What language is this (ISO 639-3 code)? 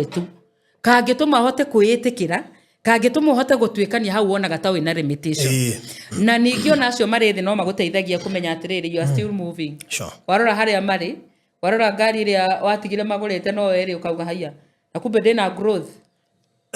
kik